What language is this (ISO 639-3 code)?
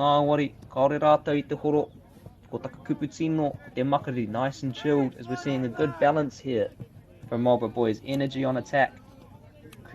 mri